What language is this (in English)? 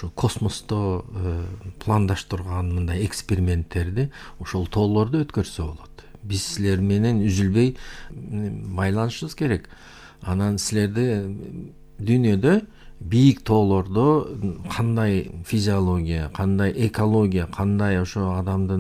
Kyrgyz